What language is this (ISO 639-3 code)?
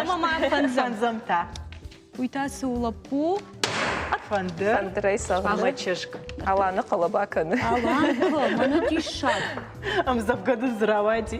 oss